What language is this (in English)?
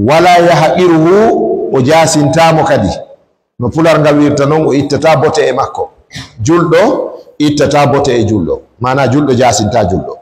Fula